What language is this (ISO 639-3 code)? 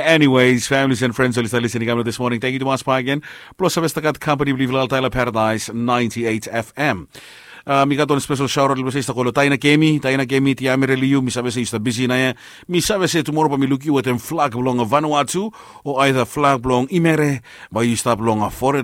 bis